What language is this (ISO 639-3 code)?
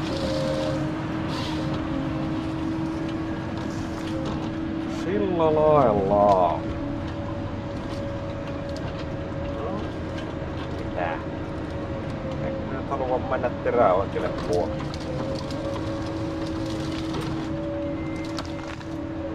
fin